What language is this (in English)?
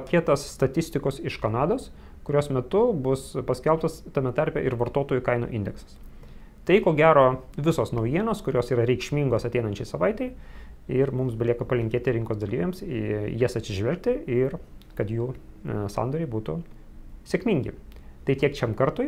Lithuanian